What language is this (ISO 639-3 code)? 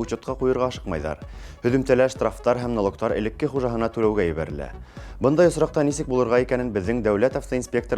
bak